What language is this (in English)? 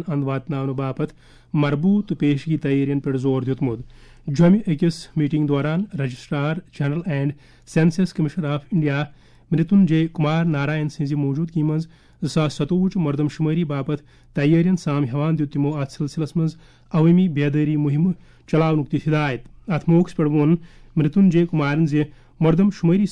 Kashmiri